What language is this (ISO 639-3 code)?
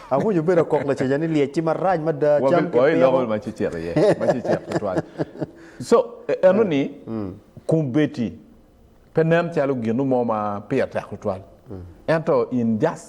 ach